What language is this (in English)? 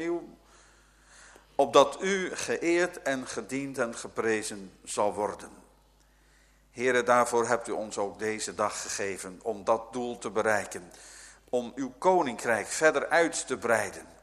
Dutch